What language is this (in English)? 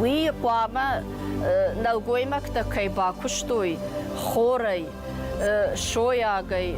Ossetic